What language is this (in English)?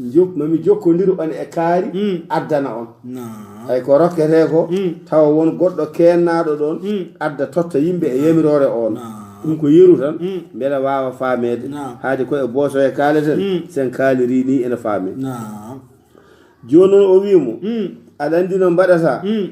Fula